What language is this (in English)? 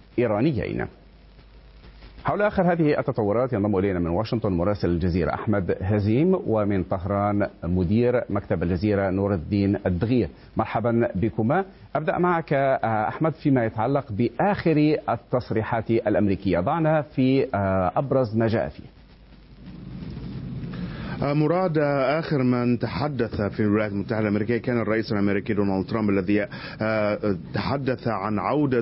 Arabic